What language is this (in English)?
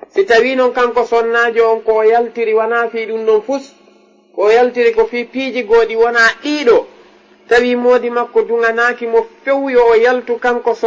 Fula